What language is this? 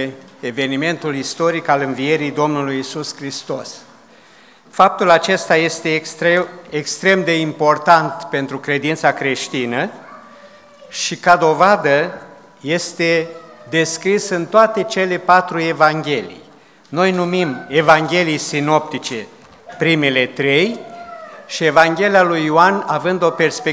Romanian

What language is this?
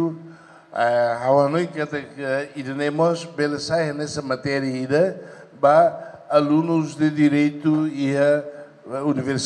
Tetum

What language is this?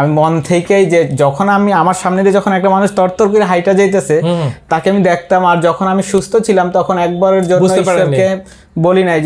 Bangla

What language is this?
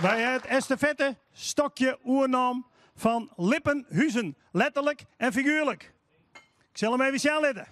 Western Frisian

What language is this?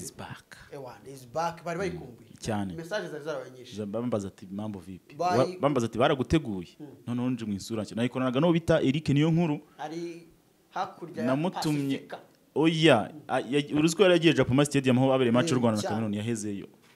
Kinyarwanda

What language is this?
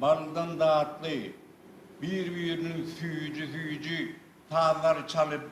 Turkmen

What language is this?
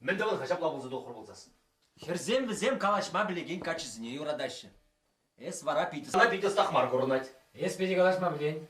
Chuvash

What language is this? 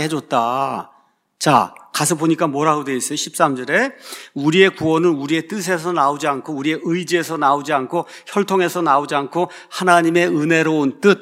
Korean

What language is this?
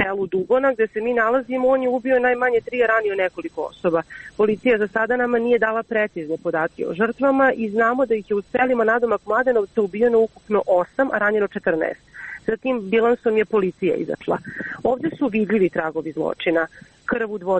Croatian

